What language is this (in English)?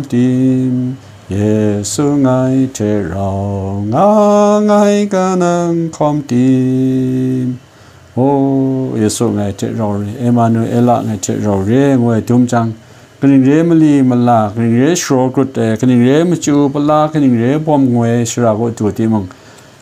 Kachin